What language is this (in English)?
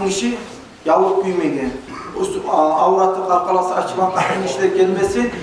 Kumyk